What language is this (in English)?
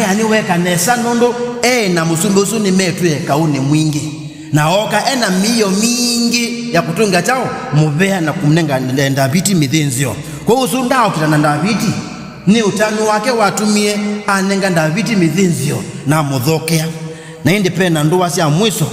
Kamba